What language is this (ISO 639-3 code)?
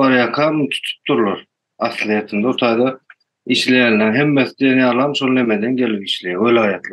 tuk